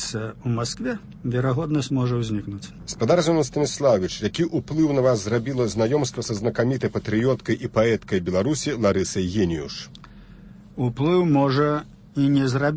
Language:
Belarusian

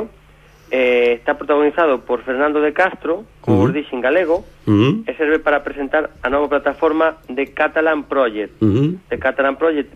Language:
Galician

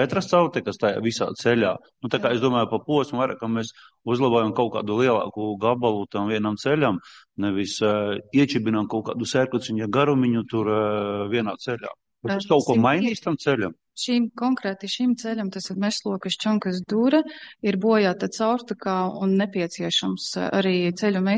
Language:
Latvian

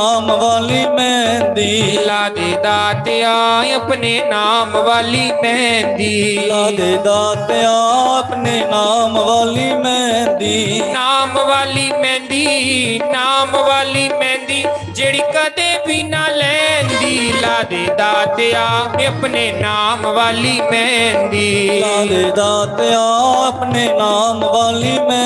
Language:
Dogri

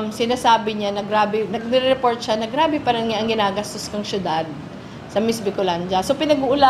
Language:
Bikol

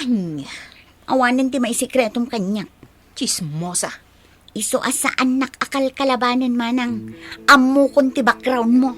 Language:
Iloko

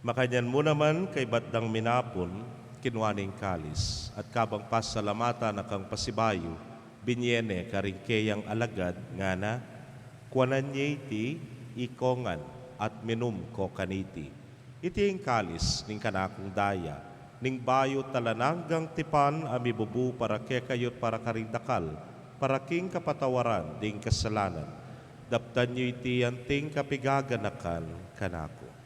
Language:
Pampanga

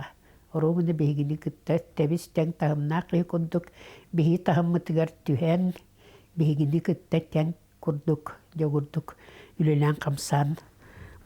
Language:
Yakut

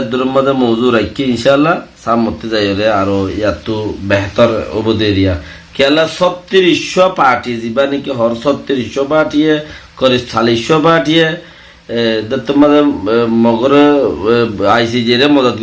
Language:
Rohingya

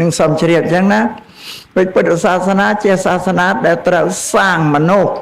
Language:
Khmer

